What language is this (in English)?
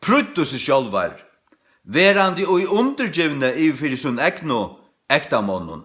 Faroese